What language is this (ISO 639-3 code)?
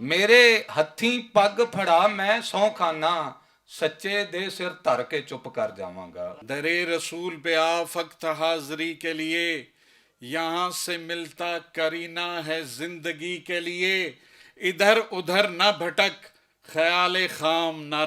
lah